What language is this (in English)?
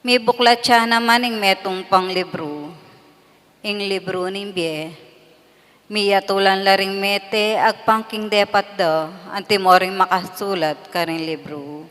Pampanga